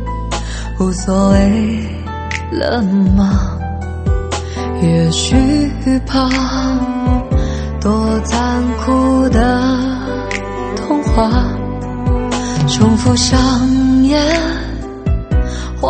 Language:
Chinese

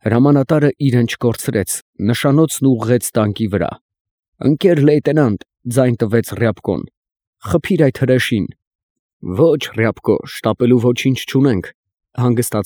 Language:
Armenian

